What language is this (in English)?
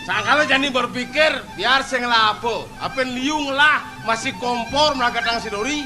Balinese